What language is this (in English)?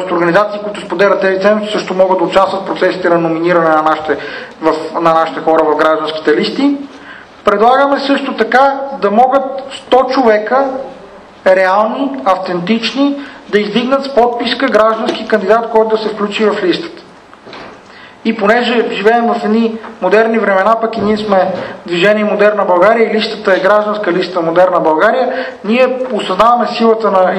Bulgarian